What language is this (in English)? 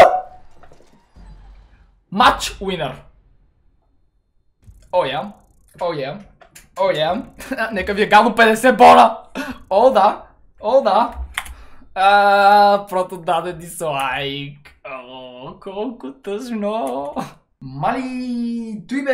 Bulgarian